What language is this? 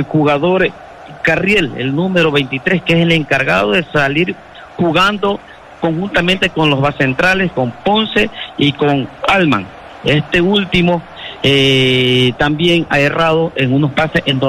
Spanish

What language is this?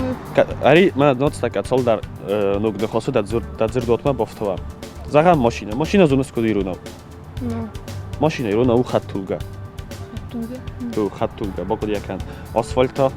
Ossetic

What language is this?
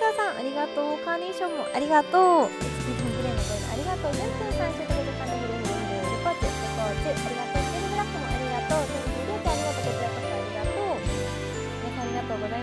Japanese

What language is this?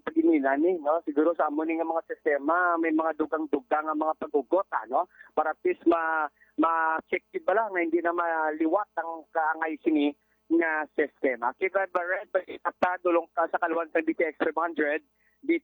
Hiligaynon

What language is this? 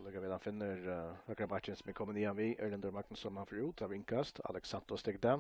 Faroese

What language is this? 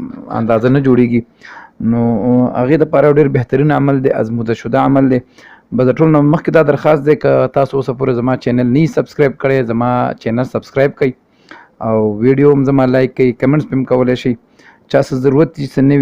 Pashto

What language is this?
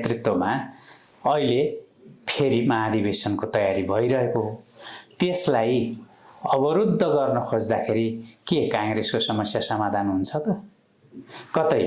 Nepali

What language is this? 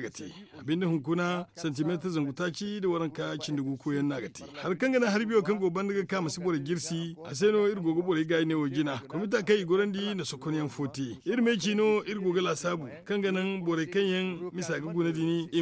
Zarma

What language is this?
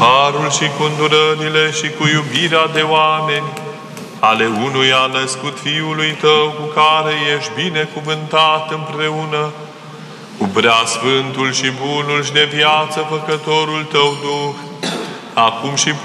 Romanian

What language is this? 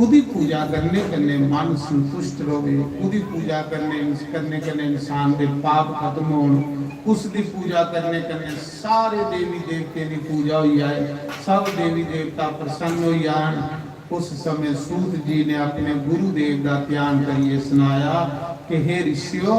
Dogri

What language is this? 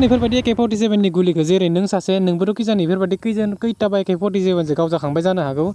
Bodo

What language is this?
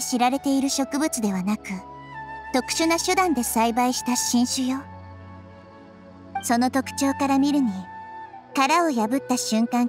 Japanese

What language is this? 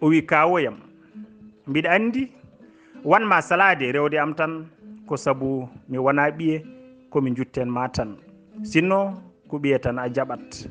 Fula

